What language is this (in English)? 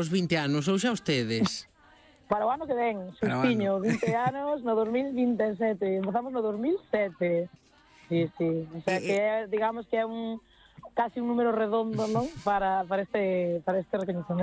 Galician